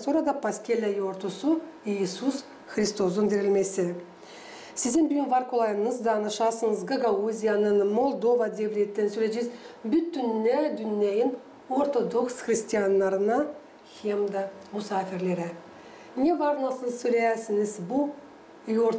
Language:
Gagauz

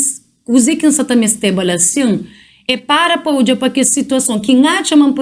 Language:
Kabuverdianu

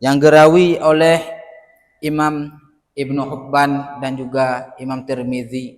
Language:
Achinese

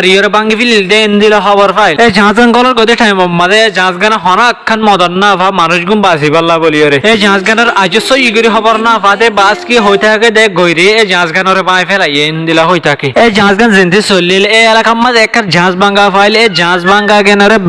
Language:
Rohingya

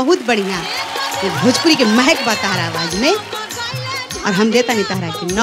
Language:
Bhojpuri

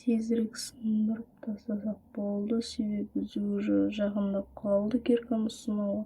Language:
Kazakh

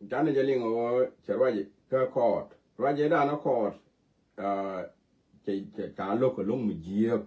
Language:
Nuer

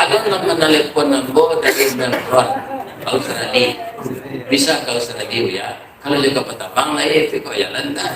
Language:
Minangkabau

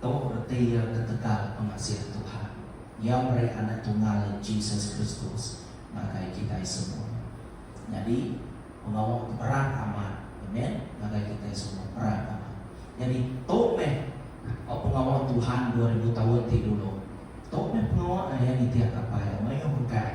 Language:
Iban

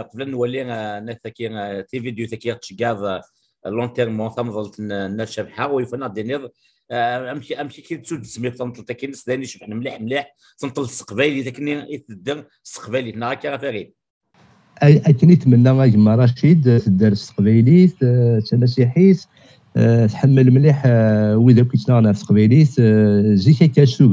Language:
Kabyle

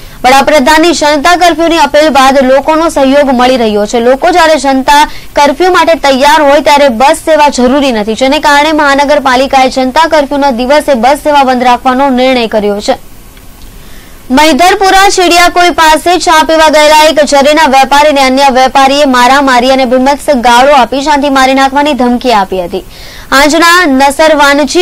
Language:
Gujarati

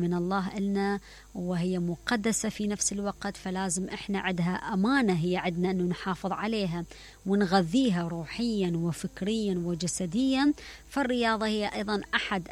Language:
Mesopotamian Arabic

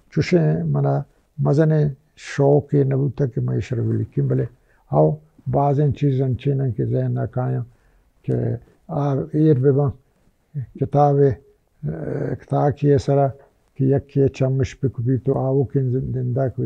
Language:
Baluchi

